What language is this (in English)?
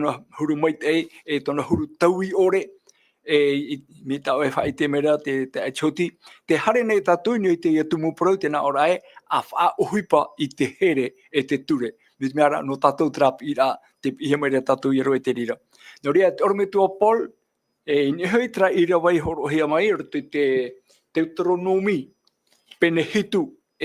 Tahitian